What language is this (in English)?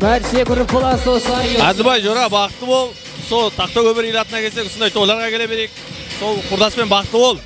Kara-Kalpak